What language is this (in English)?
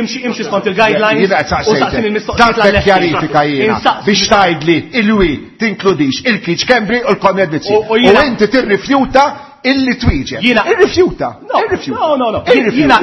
Maltese